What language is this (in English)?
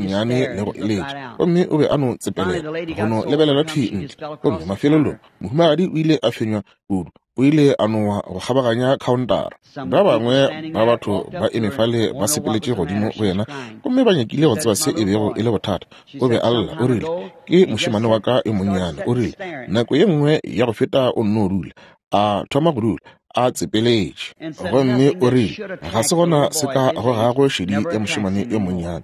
Northern Sotho